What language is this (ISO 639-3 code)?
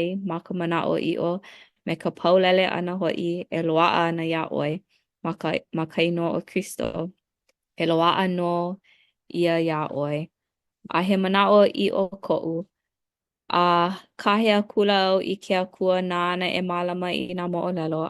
haw